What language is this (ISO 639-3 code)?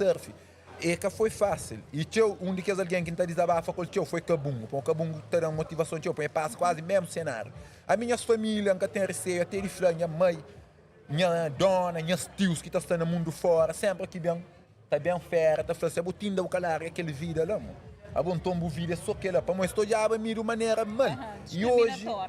kea